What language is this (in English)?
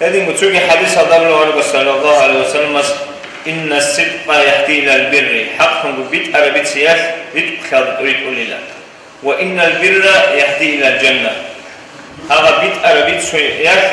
Avaric